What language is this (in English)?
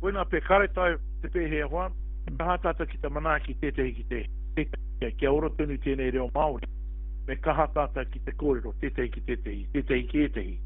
Māori